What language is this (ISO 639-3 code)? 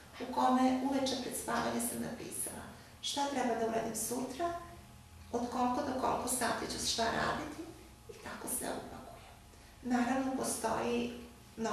srp